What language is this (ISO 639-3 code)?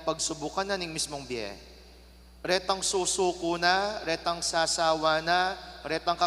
pam